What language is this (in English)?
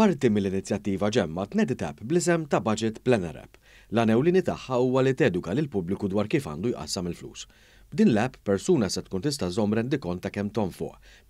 Maltese